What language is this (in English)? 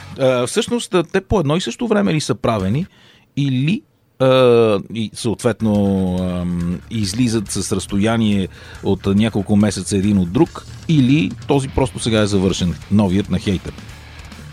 Bulgarian